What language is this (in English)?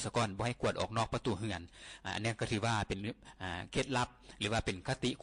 Lao